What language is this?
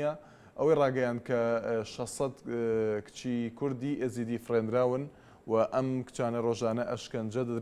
Central Kurdish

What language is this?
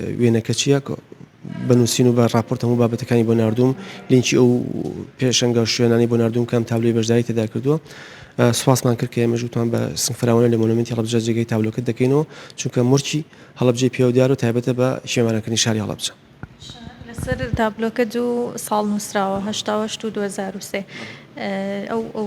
Central Kurdish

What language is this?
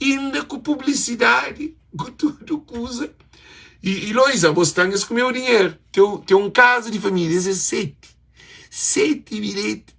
Kabuverdianu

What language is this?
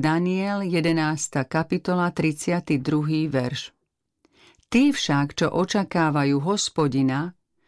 Slovak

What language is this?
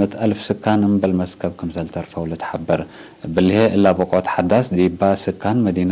Tigre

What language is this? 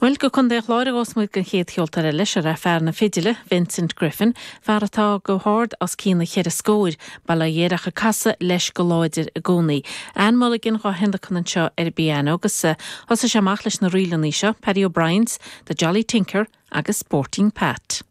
Irish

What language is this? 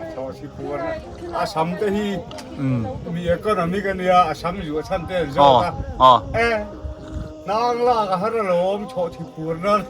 Biete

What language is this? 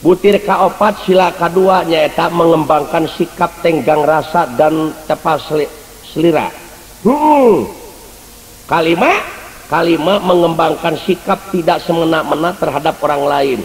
Sundanese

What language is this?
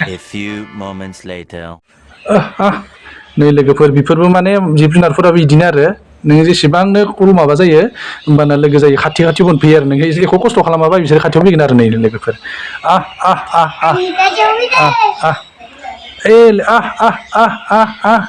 Bodo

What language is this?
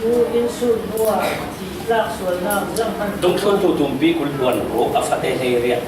Falam Chin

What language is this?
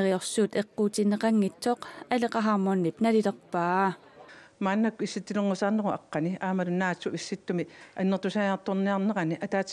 Kalaallisut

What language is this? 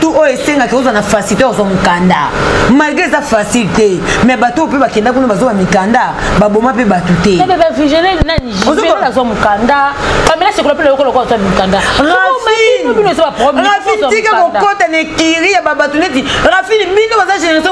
Lingala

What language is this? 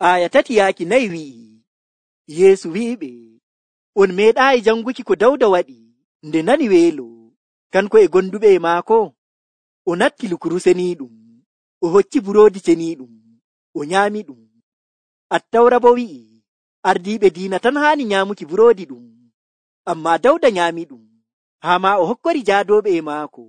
Nigerian Fulfulde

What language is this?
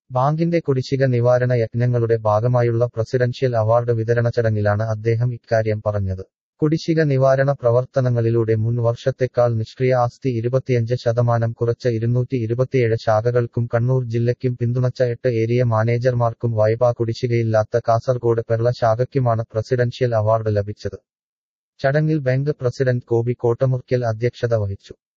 Malayalam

